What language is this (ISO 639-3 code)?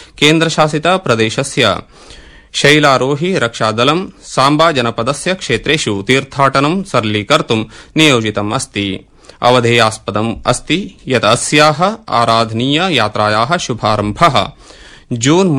san